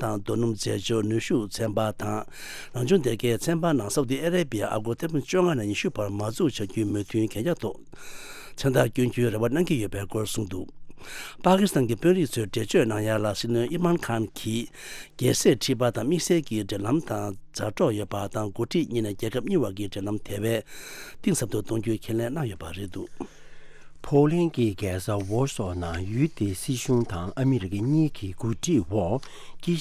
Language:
Tibetan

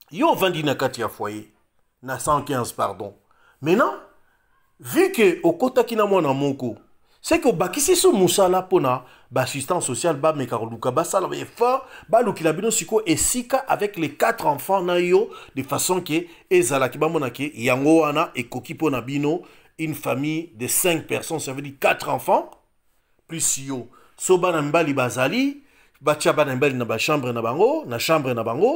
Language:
Lingala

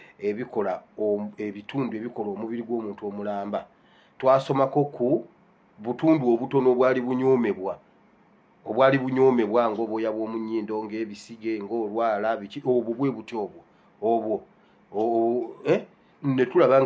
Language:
Ganda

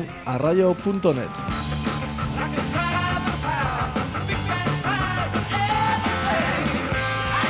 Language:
Basque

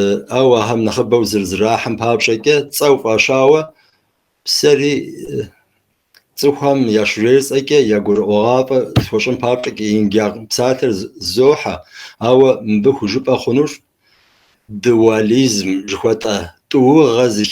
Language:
Kabardian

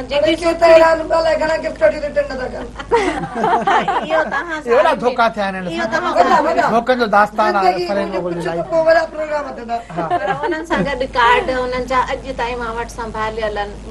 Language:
Sindhi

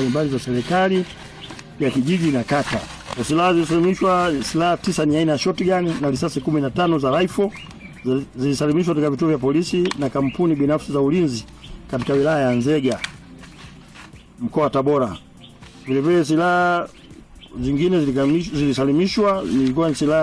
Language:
Swahili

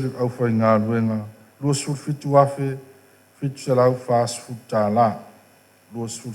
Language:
Samoan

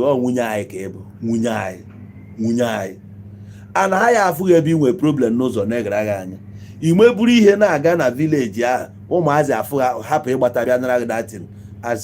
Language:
Igbo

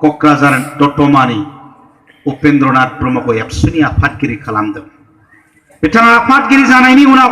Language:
Bodo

